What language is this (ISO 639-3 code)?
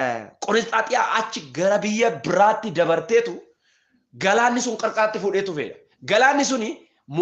orm